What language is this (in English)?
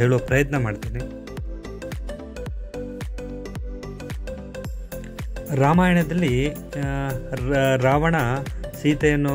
Kannada